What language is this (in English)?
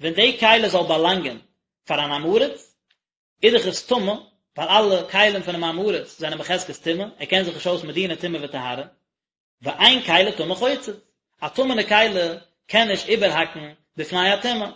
Yiddish